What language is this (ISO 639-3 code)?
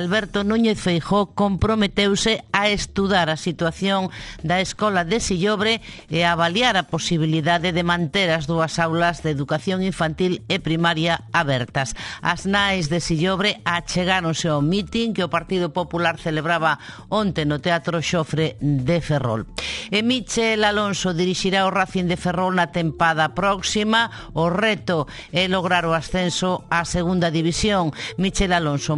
glg